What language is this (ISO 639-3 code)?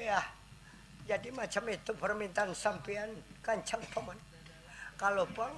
bjn